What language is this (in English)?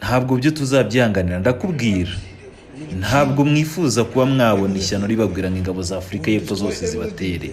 Kinyarwanda